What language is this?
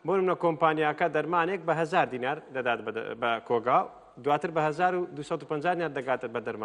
Central Kurdish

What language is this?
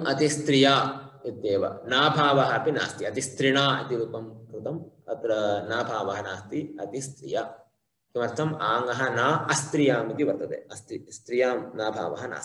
Sanskrit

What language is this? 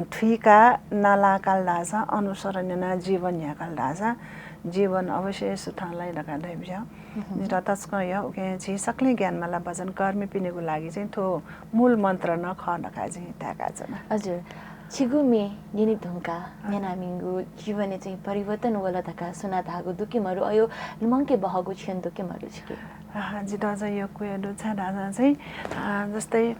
Newari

